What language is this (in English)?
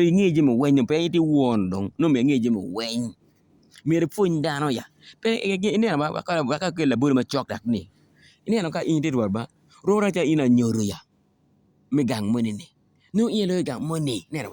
Acoli